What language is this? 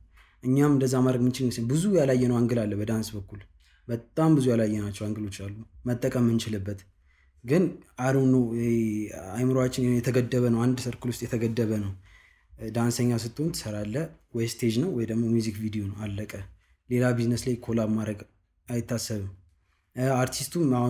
Amharic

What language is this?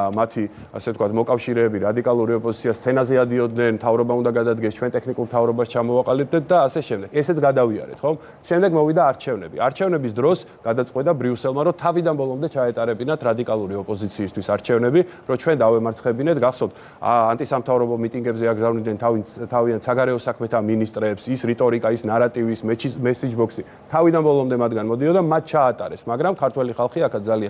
Georgian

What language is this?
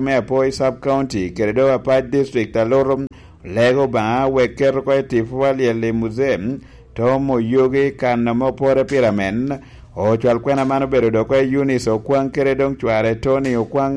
Lango (Uganda)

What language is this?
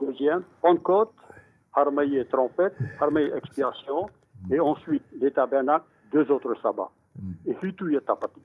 Tahitian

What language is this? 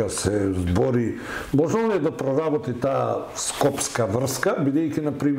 Macedonian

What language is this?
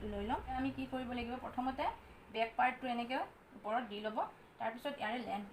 Assamese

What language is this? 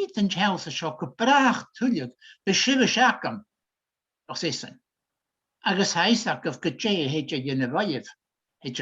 Scottish Gaelic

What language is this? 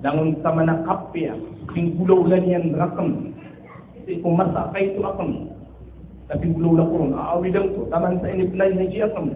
Maranao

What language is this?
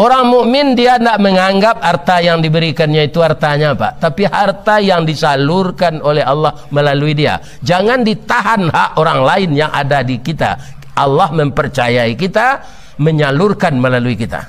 Minangkabau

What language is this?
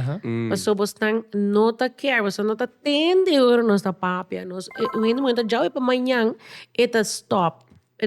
Papiamento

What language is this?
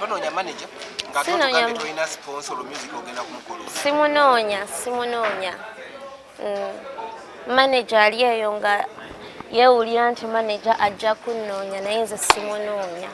Ganda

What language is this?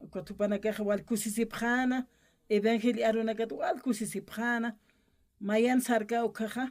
Aymara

